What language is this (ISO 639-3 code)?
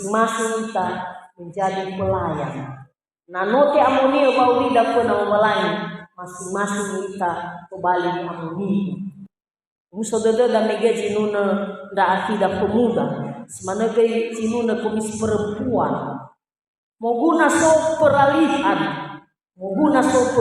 nia